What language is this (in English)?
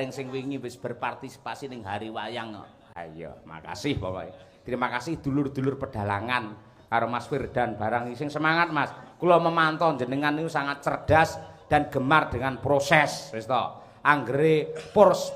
Javanese